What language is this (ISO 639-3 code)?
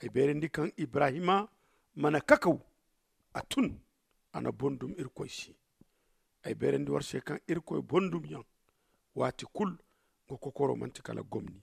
dje